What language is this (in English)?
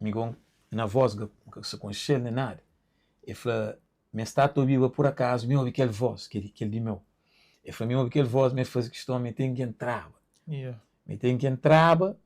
Kabuverdianu